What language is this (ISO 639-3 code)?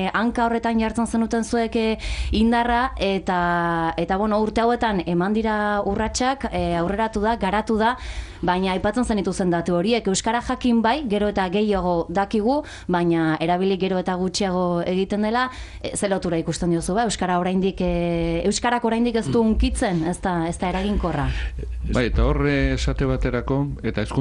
eus